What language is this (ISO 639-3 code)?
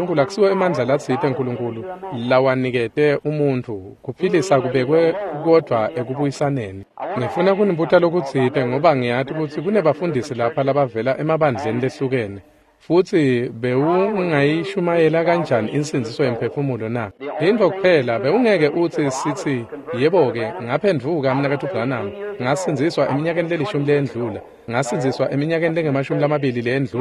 ssw